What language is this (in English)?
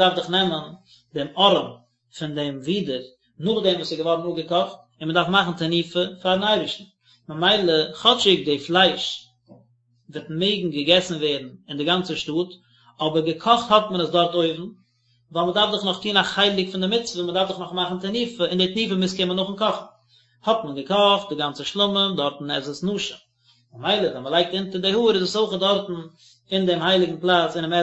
Yiddish